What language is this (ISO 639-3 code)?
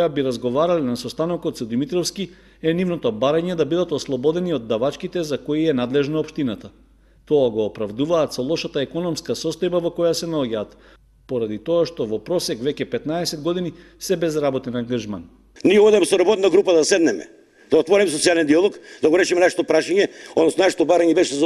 mkd